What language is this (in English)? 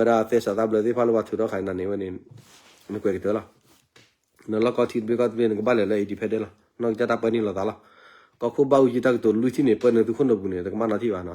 S'gaw Karen